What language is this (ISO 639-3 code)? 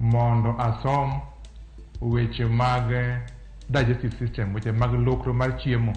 luo